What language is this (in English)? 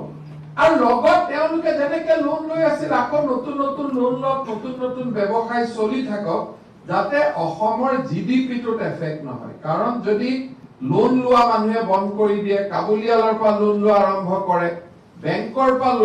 Assamese